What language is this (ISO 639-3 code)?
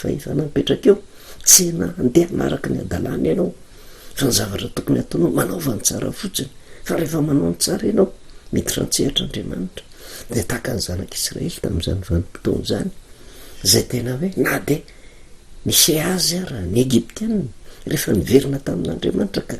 mlg